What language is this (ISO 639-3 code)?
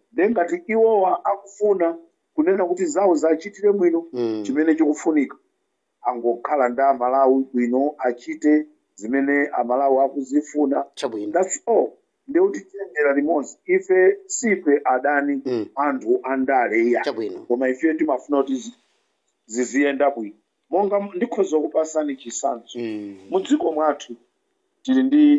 nya